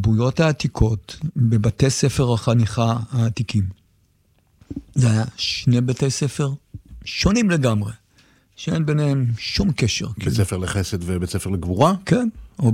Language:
Hebrew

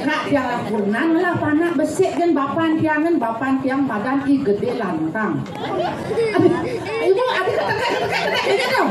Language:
Balinese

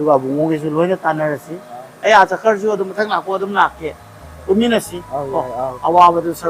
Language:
Manipuri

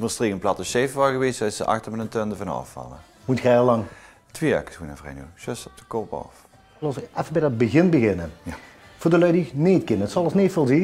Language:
Limburgish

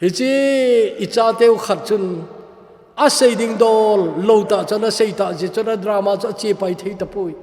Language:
Thado Chin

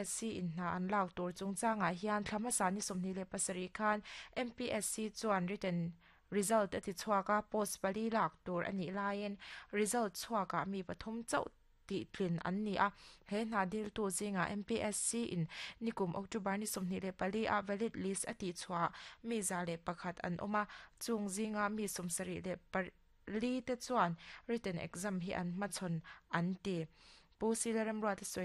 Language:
Mizo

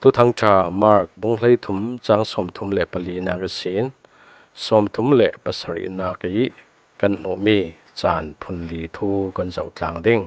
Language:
Falam Chin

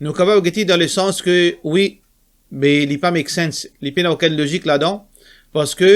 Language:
Morisyen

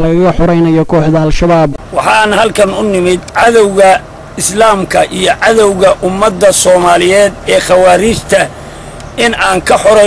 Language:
Somali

